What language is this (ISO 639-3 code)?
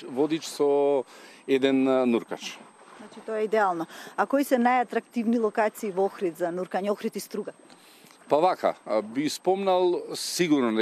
mkd